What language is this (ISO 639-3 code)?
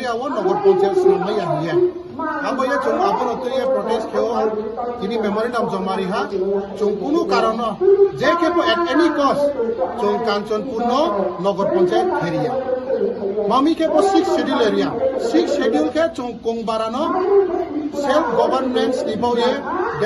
trp